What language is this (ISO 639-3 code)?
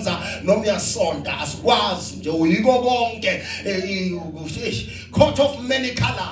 zul